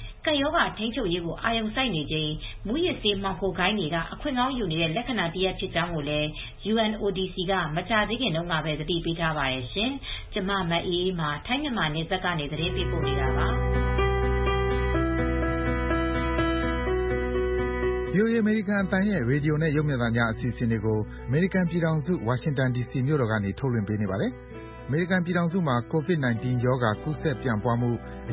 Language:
Burmese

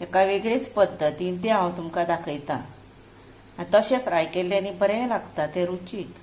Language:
Konkani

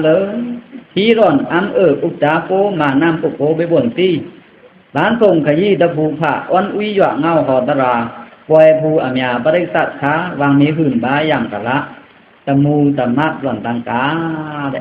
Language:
Pa'o Karen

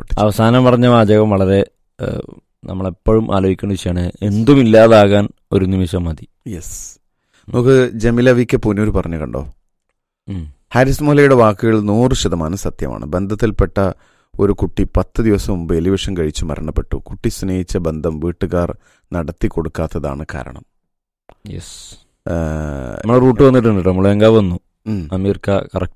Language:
Malayalam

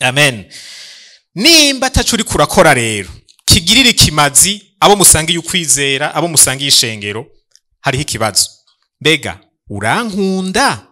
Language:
Rundi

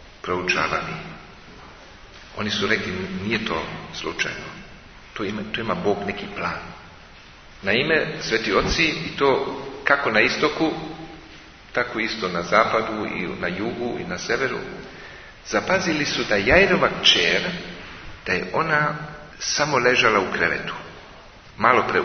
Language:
Serbian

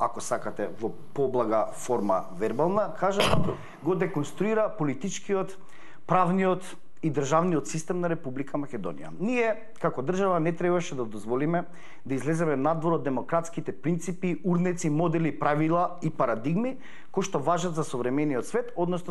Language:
Macedonian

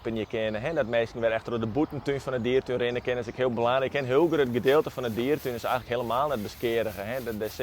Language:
Western Frisian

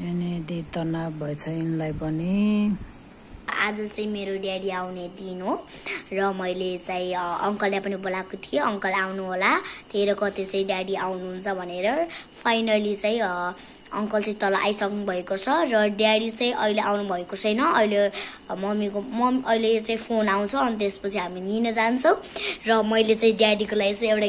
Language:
Nepali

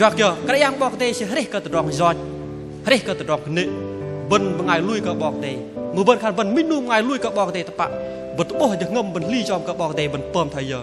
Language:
Bahnar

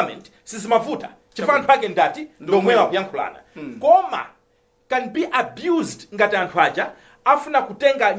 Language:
Nyanja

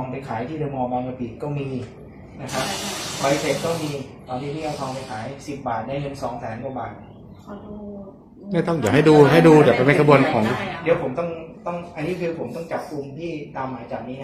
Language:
Thai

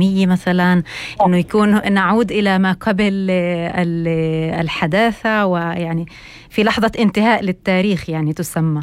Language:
North Levantine Arabic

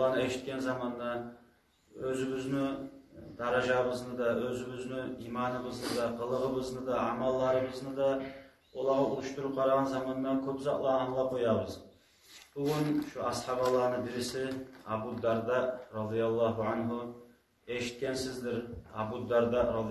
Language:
Kumyk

